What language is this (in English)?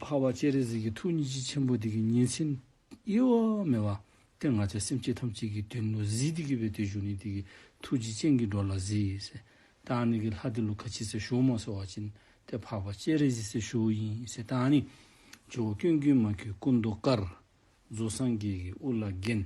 Dzongkha